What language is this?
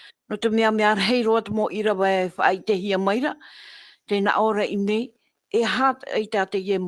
Tahitian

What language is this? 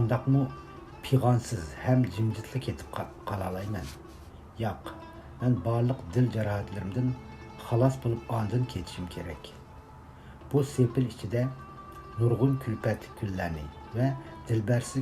Uyghur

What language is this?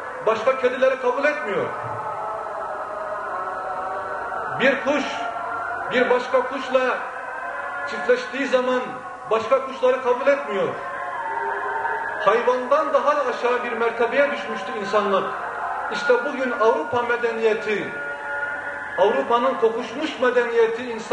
Turkish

